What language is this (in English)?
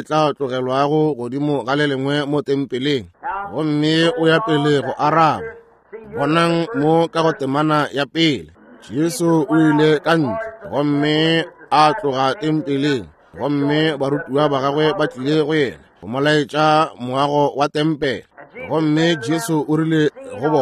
Northern Sotho